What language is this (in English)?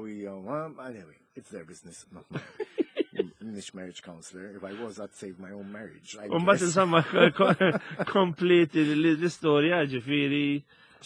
Maltese